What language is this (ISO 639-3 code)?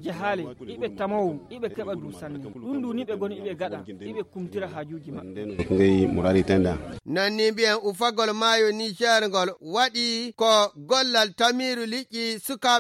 fuv